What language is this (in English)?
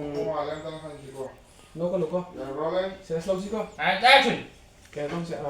Manipuri